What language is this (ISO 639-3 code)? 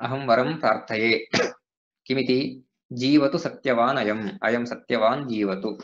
san